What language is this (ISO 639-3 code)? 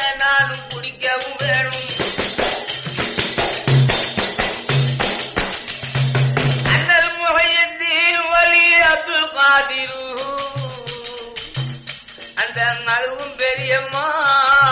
tam